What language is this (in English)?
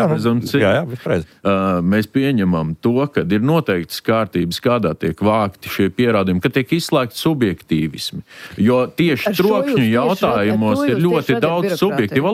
Latvian